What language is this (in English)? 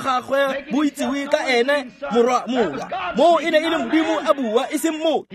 Tswana